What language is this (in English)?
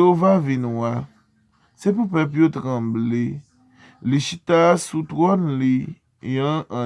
Haitian Creole